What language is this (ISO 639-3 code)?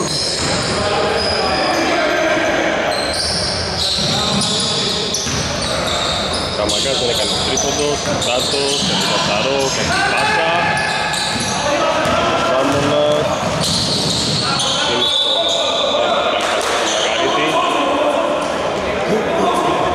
ell